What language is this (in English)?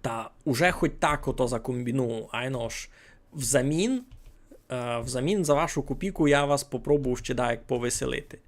Rusyn